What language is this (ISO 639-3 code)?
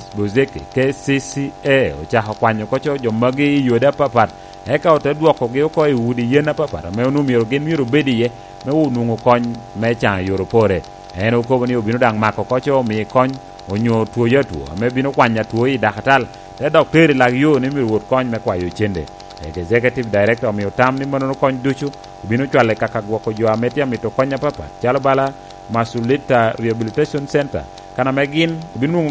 laj